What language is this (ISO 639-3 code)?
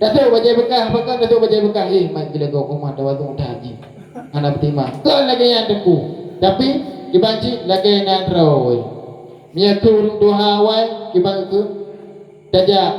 ace